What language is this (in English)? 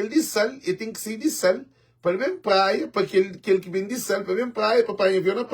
Kabuverdianu